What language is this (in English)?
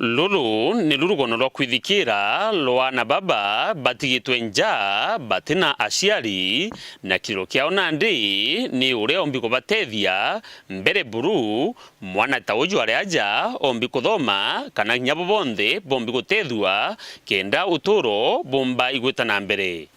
Meru